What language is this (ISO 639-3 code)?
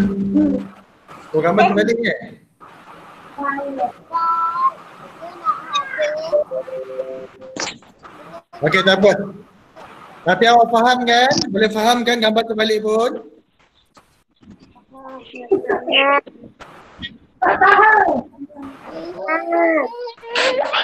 msa